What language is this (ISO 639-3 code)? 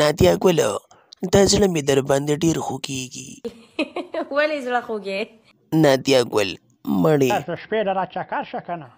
pus